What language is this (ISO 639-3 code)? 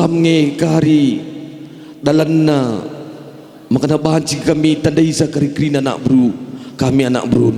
btx